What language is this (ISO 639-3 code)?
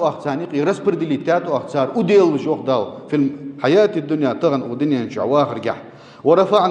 inh